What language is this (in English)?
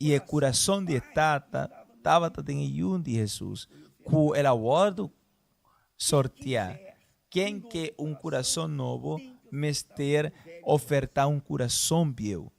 Papiamento